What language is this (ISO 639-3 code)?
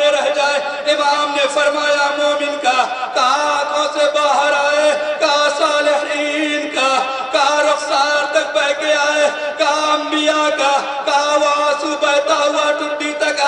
urd